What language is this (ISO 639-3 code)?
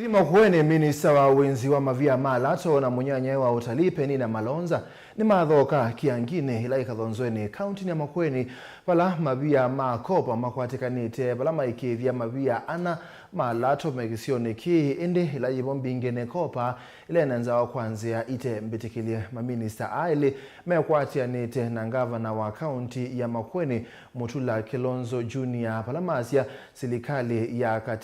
kam